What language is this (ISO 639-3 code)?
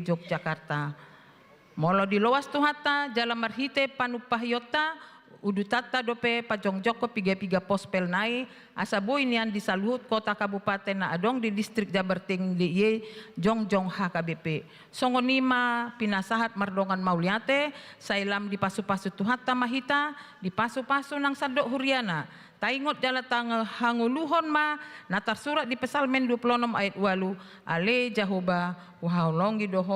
bbc